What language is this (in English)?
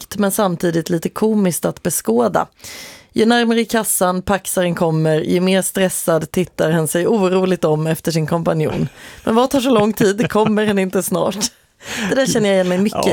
Swedish